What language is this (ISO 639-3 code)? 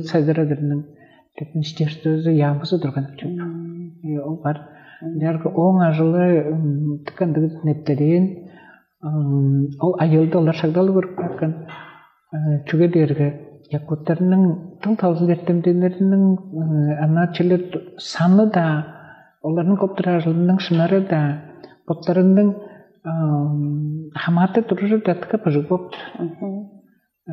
tyv